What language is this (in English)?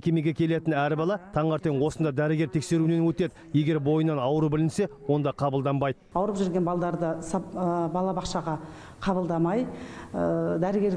Kazakh